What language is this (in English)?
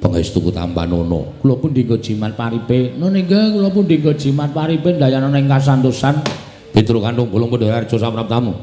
Javanese